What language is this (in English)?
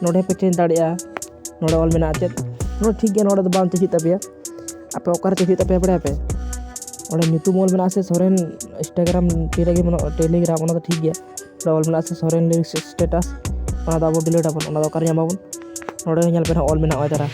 Santali